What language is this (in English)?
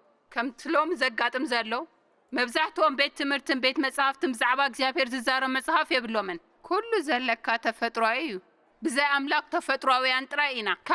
Tigrinya